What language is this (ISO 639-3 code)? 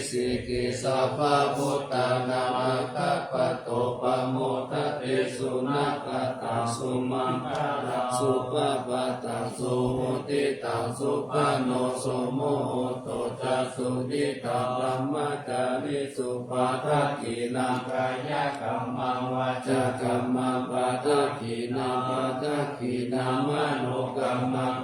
pli